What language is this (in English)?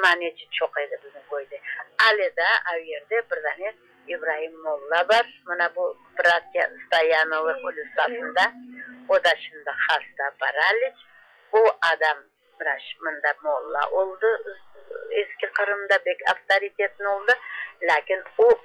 Crimean Tatar